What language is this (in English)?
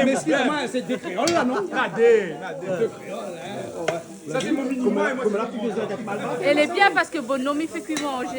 Réunion Creole French